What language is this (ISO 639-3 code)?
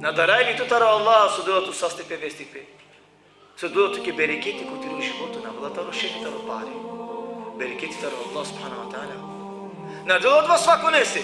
rmn